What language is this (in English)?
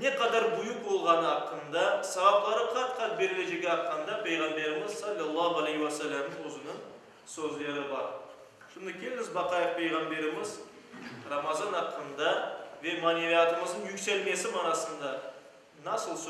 Crimean Tatar